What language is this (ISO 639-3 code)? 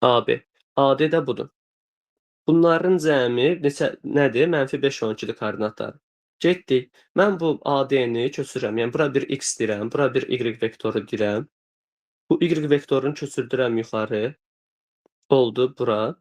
aze